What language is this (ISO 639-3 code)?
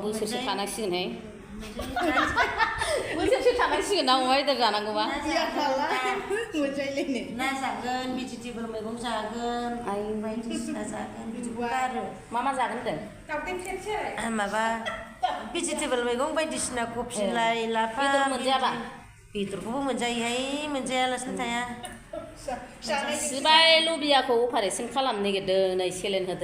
brx